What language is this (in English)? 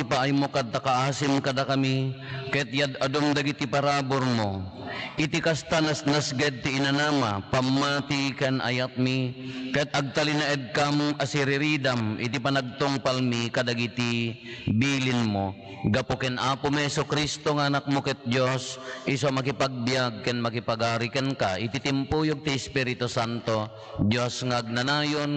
Iloko